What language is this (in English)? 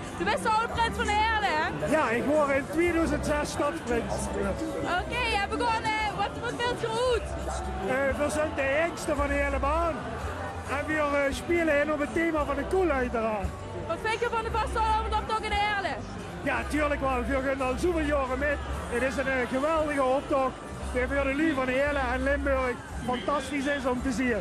Limburgish